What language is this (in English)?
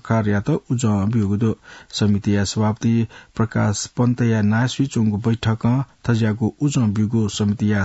Newari